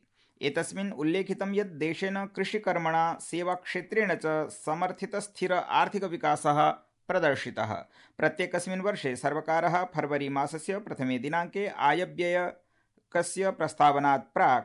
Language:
Sanskrit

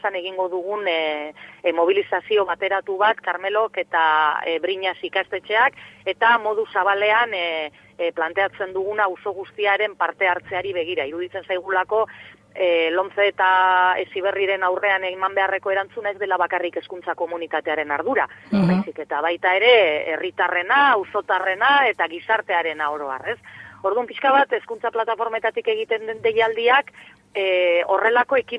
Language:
Basque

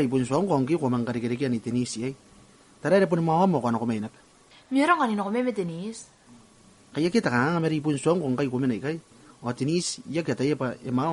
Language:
Gilbertese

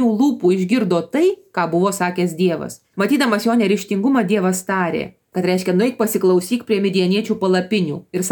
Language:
Lithuanian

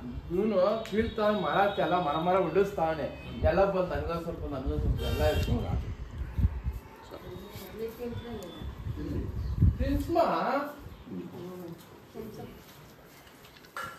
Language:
Kannada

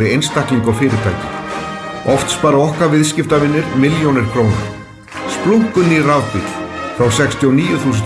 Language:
Icelandic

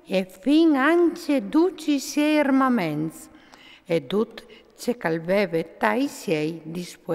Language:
Friulian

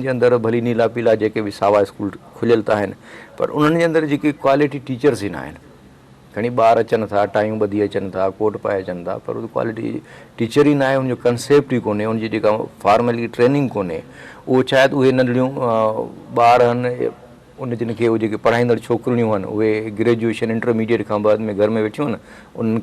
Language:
Sindhi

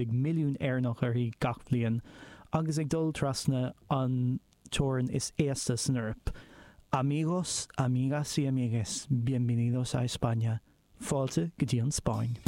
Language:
Irish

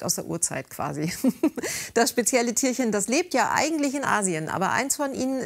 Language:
German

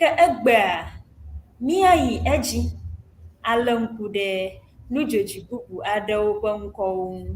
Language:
Ewe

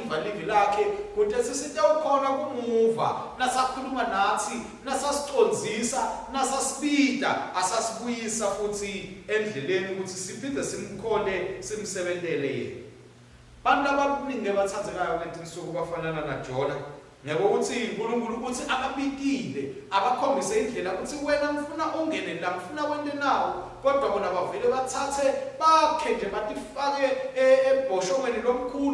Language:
Swati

